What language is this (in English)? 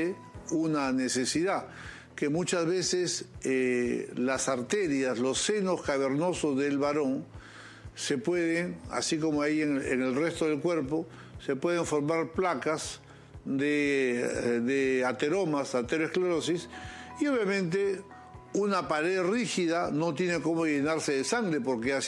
Spanish